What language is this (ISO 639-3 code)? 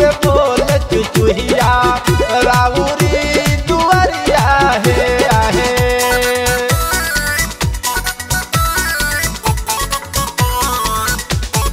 bho